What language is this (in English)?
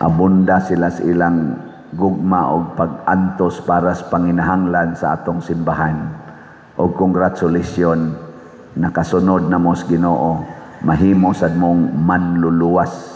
Cebuano